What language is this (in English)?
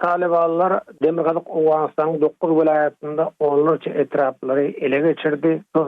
Turkmen